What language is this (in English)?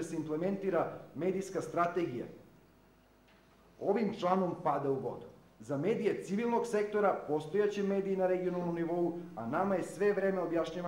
Serbian